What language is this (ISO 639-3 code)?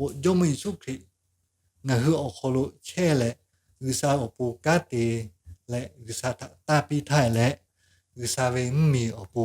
lhu